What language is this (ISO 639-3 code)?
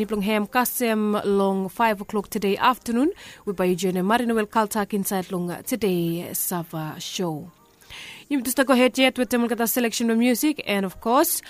bis